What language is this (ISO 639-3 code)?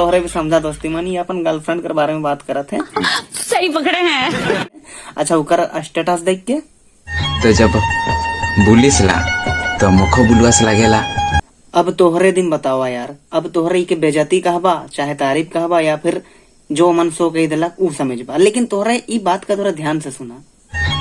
sck